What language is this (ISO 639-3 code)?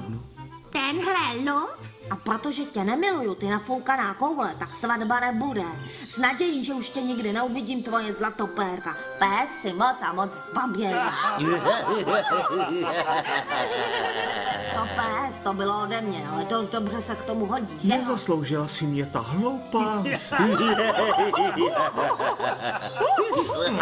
ces